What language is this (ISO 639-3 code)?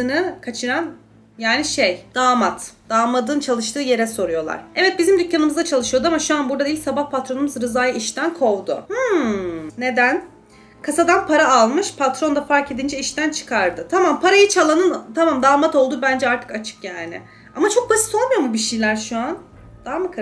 tur